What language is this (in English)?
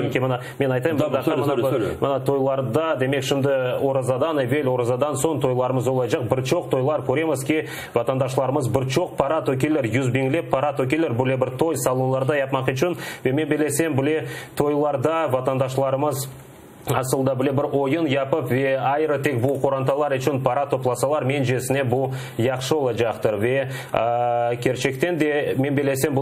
Crimean Tatar